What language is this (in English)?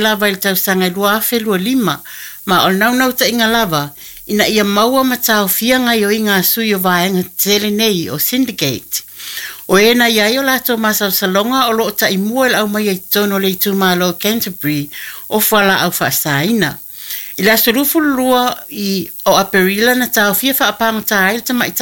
Samoan